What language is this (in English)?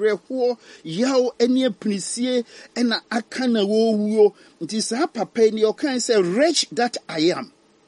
Akan